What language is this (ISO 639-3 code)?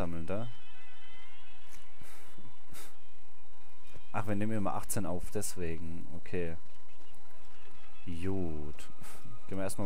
deu